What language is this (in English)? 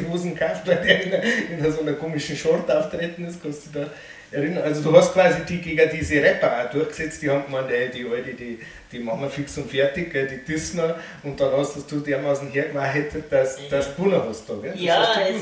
Bavarian